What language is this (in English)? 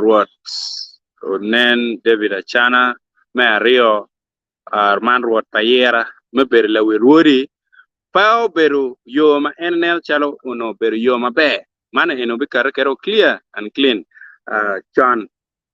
Acoli